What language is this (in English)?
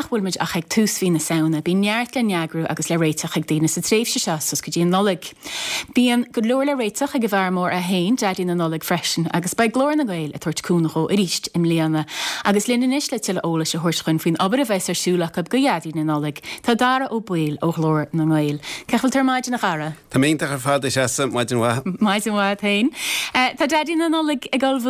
Irish